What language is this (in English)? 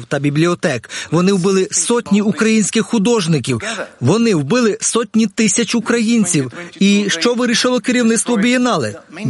Ukrainian